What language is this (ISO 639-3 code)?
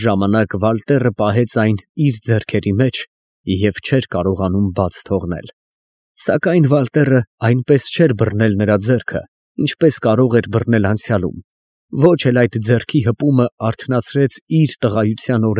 hye